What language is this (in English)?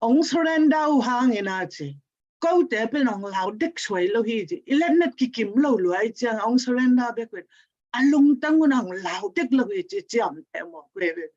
Tedim Chin